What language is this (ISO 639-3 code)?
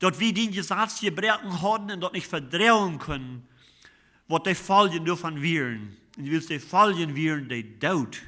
pdt